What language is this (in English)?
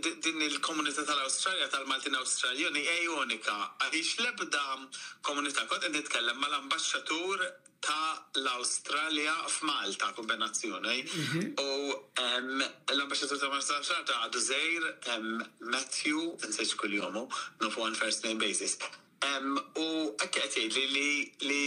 Maltese